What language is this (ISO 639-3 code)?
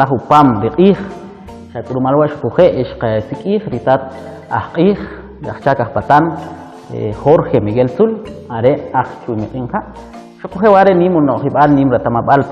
quc